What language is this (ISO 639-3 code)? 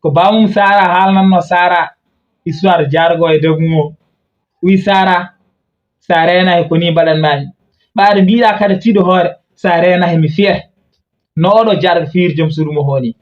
ful